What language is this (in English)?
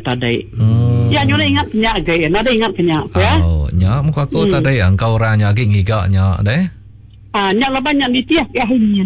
Iban